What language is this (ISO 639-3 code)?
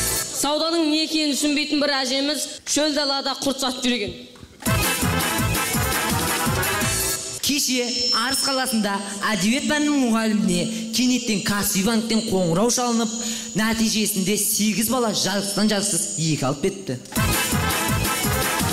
kaz